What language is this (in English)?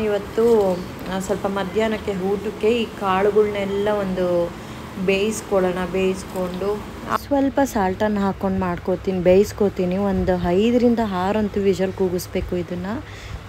Kannada